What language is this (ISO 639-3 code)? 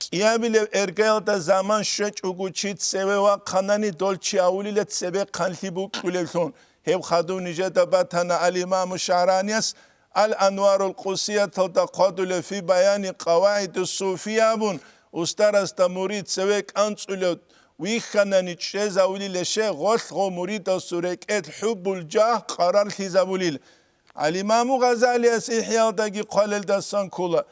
ava